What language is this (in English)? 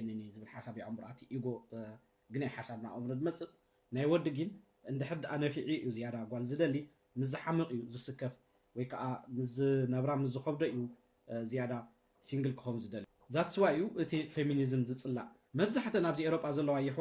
Tigrinya